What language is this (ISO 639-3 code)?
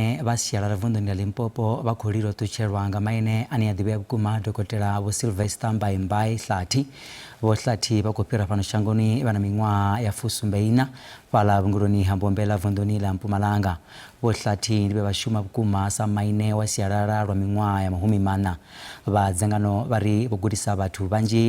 ven